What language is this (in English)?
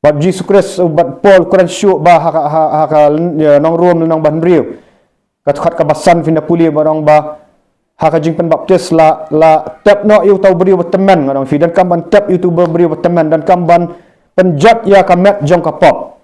Khasi